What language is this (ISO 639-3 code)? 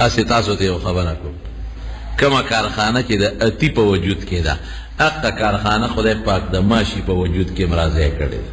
pus